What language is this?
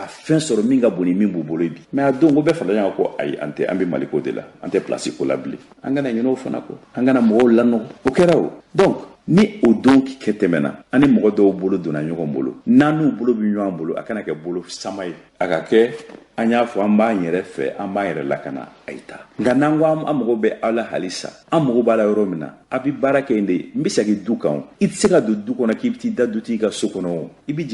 Bambara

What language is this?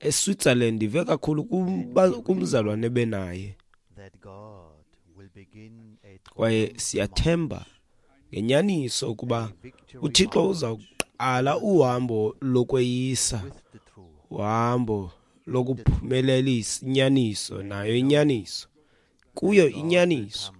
Xhosa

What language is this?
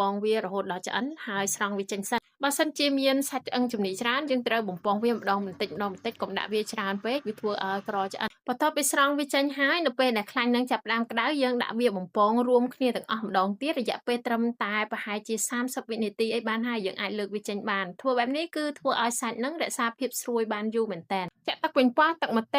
Khmer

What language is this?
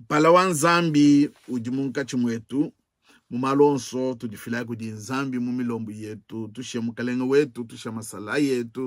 Luba-Lulua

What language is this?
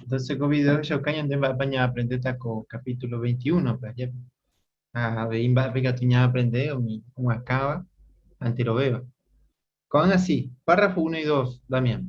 Guarani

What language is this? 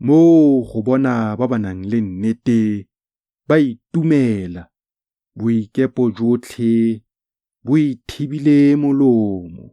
Tswana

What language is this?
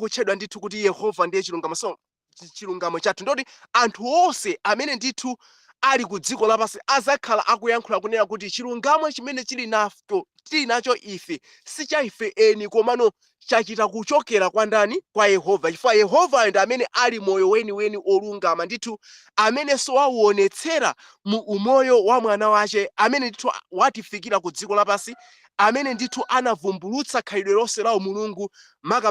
Nyanja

